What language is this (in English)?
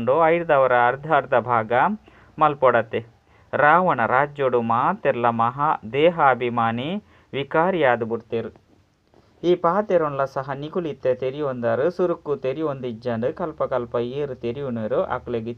Tulu